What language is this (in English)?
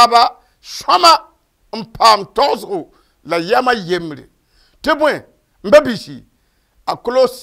Mossi